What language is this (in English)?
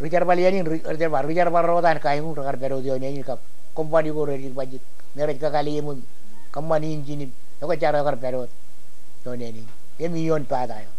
Marshallese